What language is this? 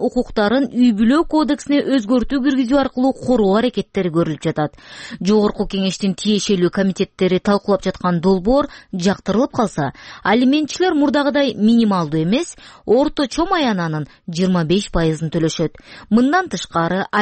Kyrgyz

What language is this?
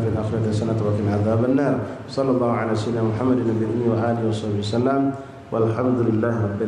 Musi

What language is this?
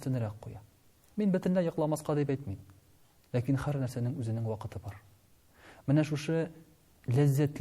Tatar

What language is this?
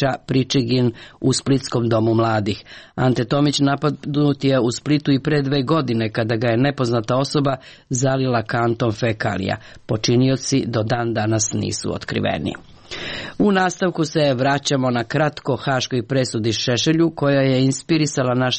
Serbian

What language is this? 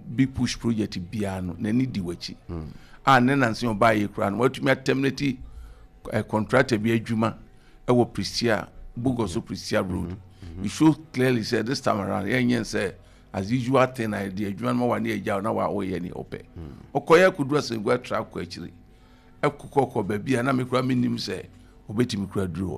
Akan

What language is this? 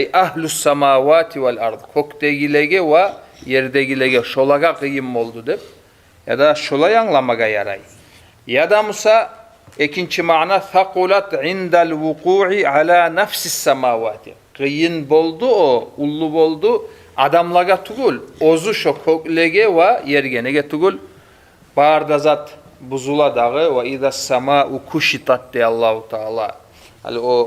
Kumyk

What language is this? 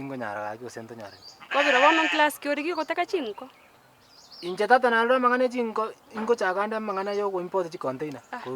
Gusii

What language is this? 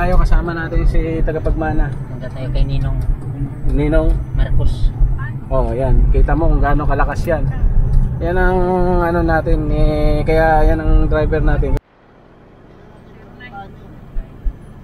Filipino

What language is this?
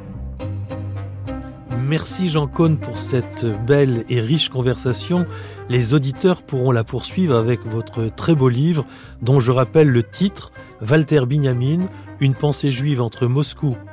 French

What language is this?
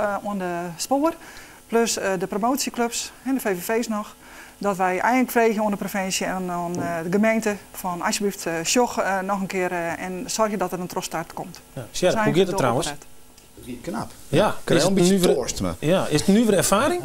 Western Frisian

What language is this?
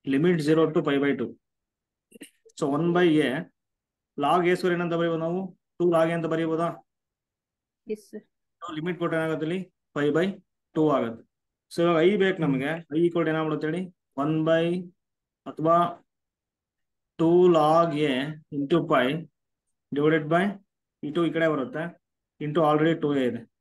Kannada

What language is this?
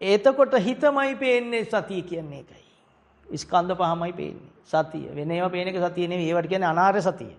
Sinhala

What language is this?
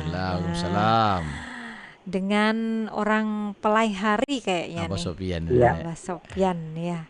Banjar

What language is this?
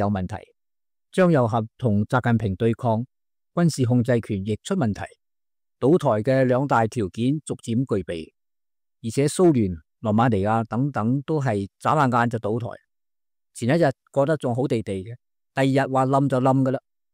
Cantonese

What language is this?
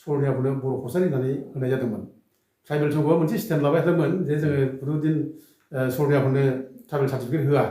Bodo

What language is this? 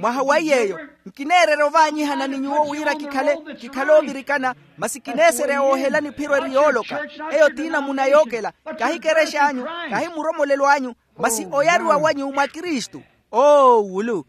Makhuwa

